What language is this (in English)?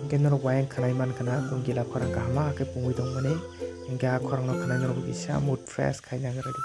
Kok Borok